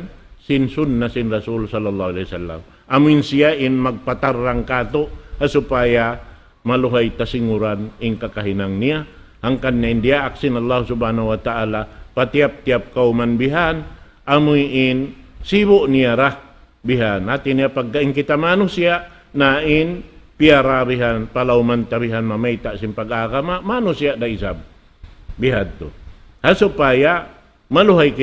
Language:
Tausug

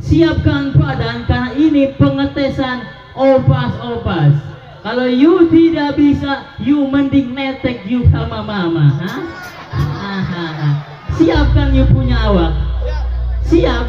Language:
Betawi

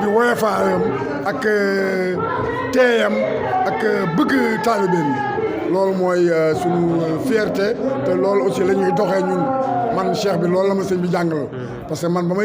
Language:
Wolof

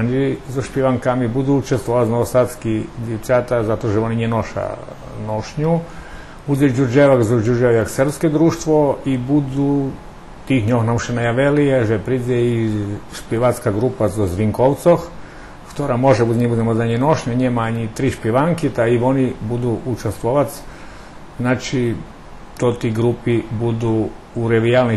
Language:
Rusyn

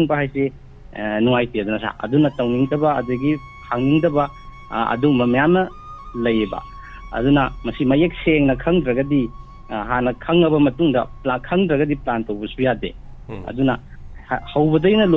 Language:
Manipuri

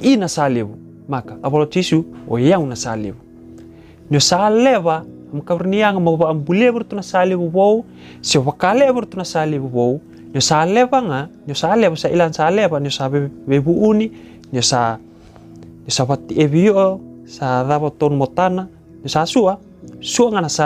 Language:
Fijian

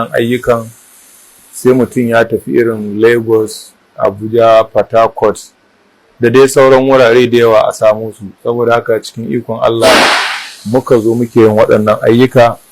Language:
Hausa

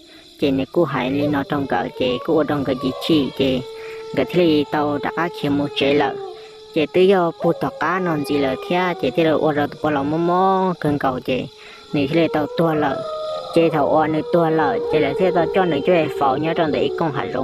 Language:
Hmong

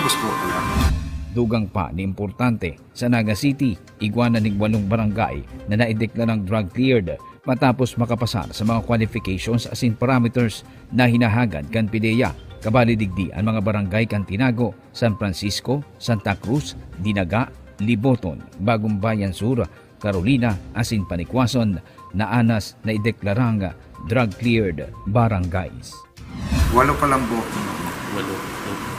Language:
Bikol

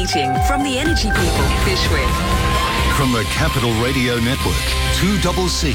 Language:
English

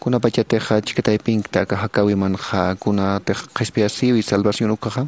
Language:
Aymara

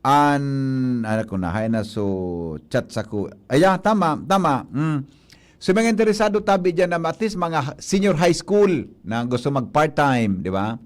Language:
Bikol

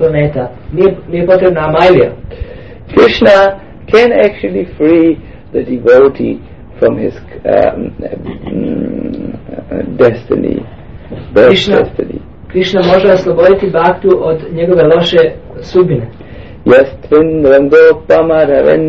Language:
Croatian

